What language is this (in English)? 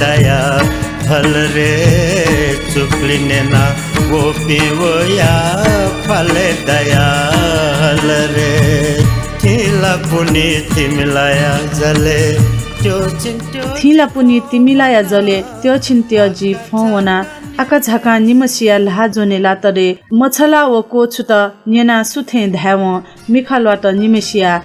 Newari